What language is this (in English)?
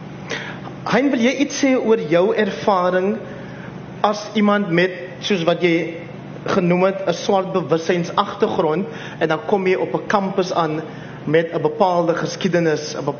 Afrikaans